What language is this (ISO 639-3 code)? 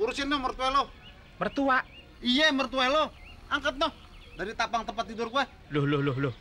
bew